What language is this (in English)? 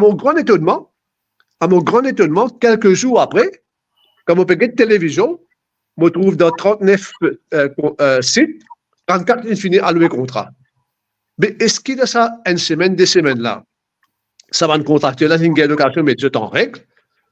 Morisyen